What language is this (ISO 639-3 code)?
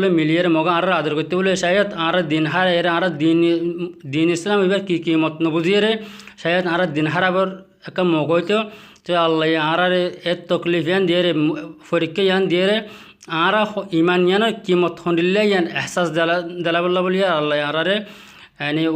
rhg